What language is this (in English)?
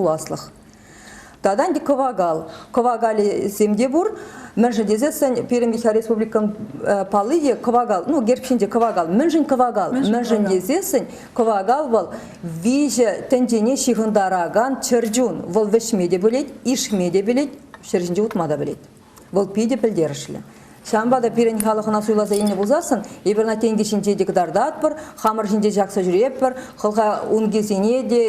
Chuvash